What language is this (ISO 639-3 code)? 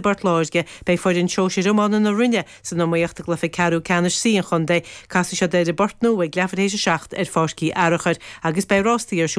gle